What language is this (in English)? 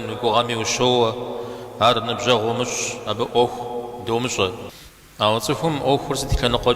Kabardian